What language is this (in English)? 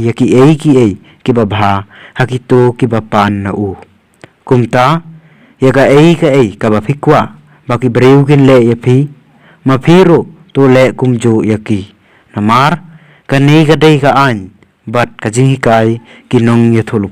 Khasi